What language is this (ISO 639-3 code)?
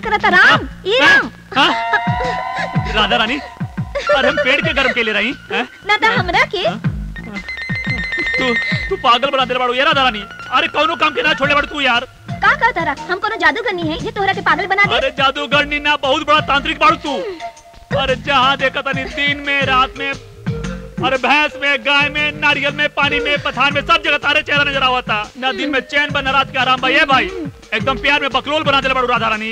bho